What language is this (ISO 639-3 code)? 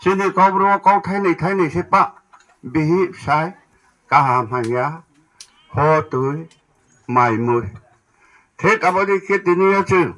ria